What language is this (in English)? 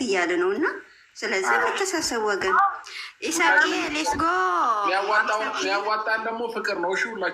Amharic